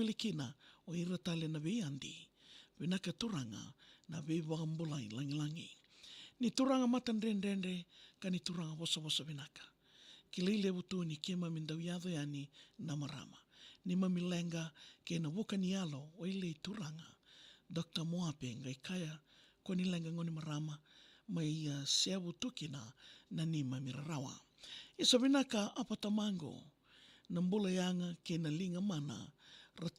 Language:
Fijian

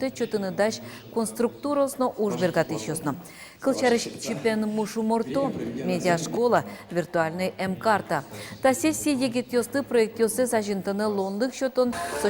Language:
Udmurt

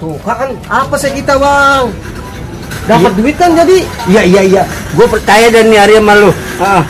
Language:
Betawi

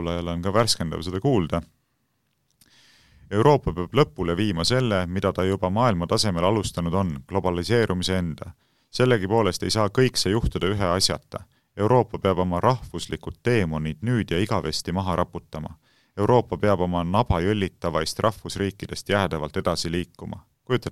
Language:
Estonian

